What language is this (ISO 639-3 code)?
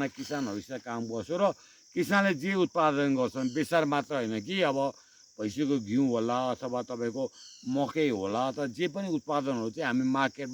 nep